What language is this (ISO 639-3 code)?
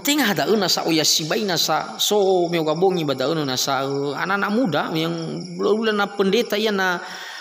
nia